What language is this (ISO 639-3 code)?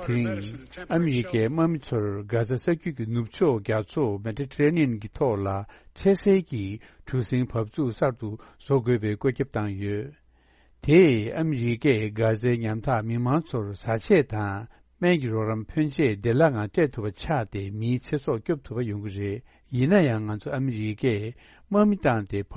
bod